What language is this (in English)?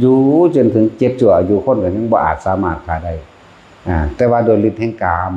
Northeastern Thai